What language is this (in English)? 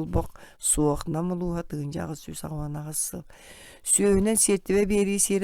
Yakut